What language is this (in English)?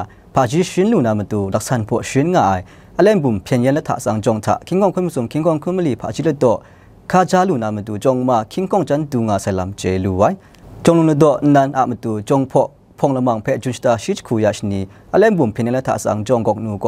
Kachin